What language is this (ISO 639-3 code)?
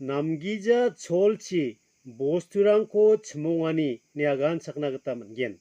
grt